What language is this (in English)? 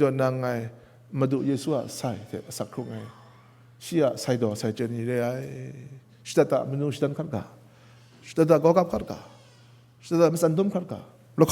Kachin